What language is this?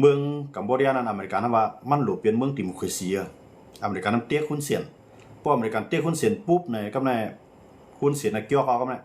Shan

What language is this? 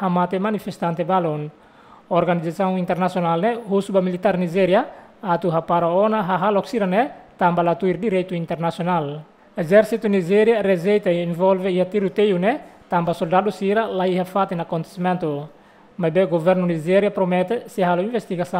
Tetum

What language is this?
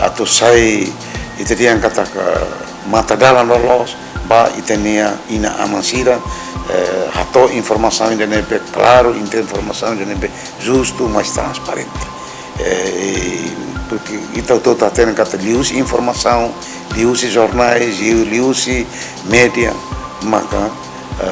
Tetum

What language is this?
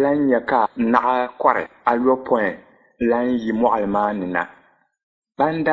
Dagbani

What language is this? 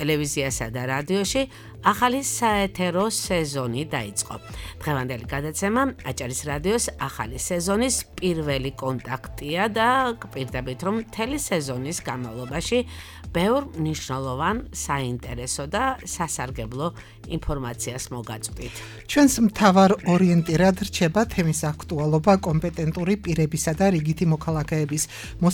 Georgian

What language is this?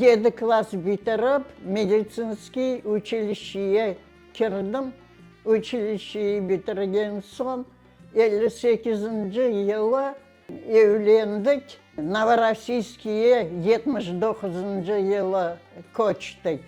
Crimean Tatar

